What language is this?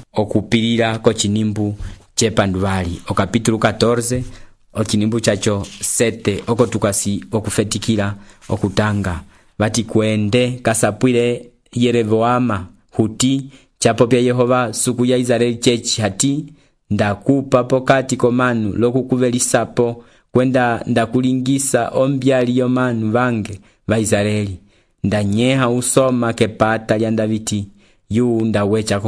Umbundu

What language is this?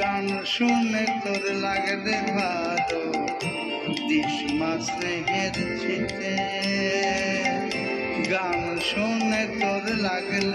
Bangla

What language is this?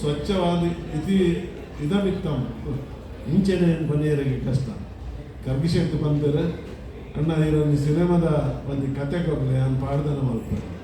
Tulu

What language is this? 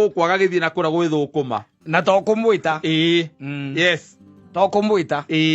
Kikuyu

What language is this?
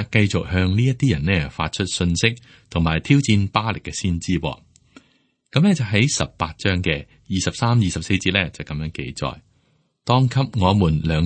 Cantonese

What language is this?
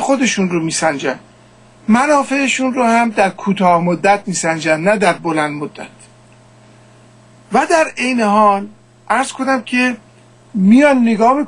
Persian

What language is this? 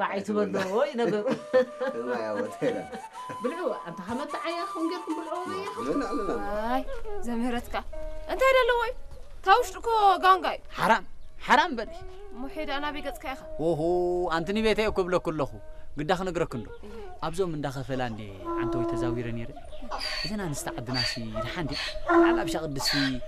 Tigrinya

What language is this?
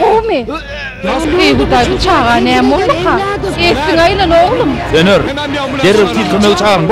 Turkmen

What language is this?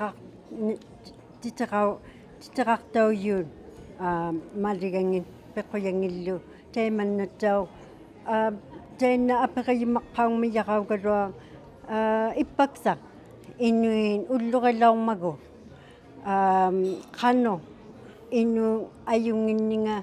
Inuktitut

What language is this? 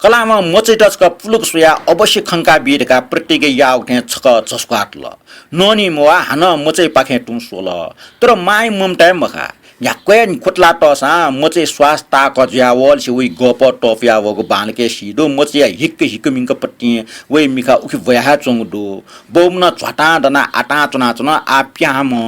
Newari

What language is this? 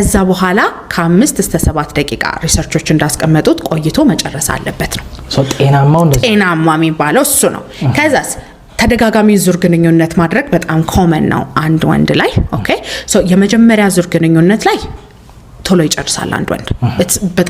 Amharic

